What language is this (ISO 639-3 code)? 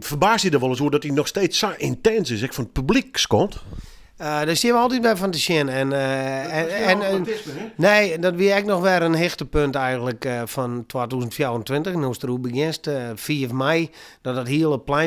fry